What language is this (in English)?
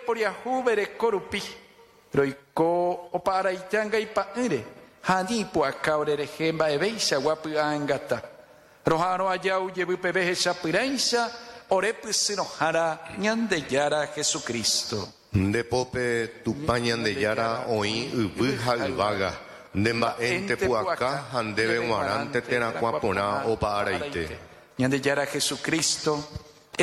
Guarani